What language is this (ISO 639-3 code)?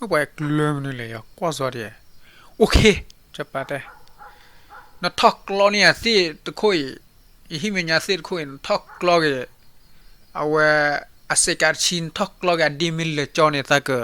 ksw